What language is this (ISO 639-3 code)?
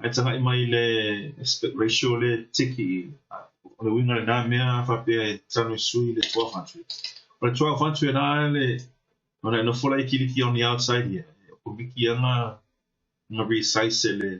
smo